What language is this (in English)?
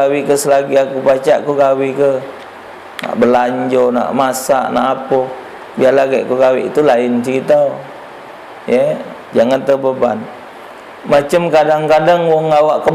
Musi